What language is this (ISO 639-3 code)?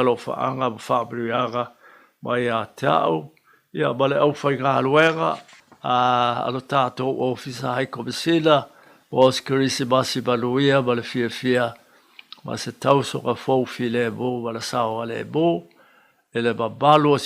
smo